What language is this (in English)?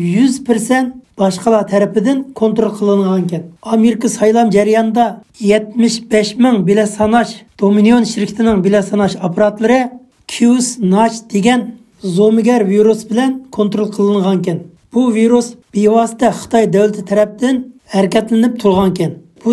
Uyghur